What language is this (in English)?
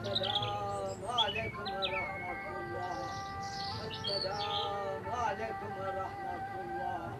Zaza